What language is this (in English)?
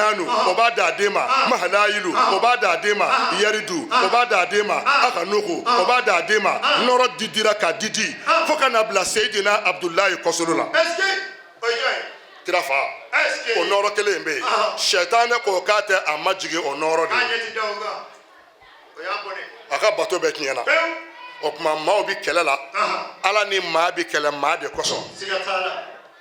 Bambara